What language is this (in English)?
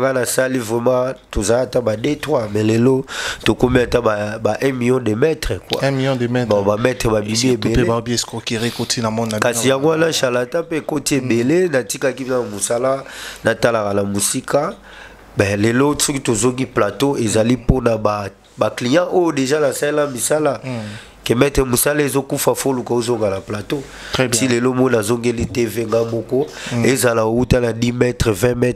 Lingala